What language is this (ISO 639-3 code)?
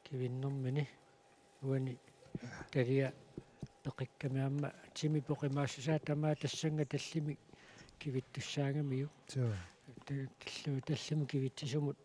kal